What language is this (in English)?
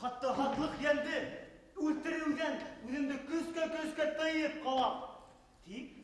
Bashkir